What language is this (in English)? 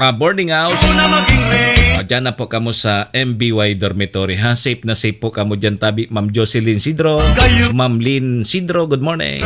Bikol